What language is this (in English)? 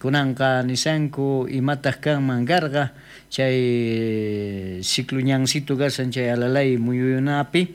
South Bolivian Quechua